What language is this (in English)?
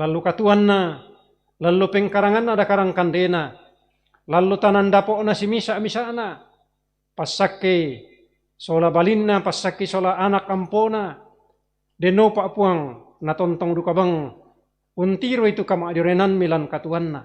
Toraja-Sa'dan